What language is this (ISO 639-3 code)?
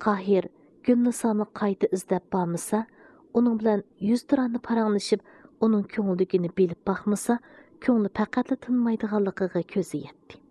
uig